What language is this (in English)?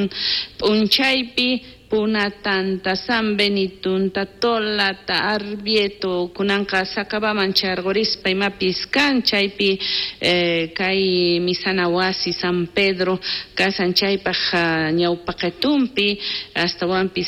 South Bolivian Quechua